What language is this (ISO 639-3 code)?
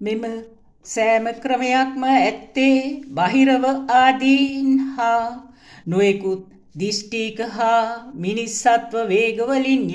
sin